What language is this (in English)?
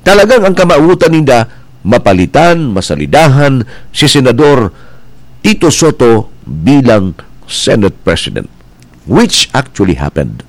Bikol